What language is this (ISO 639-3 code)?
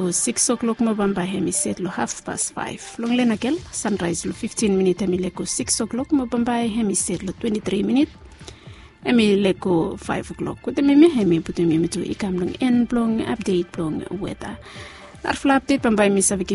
bis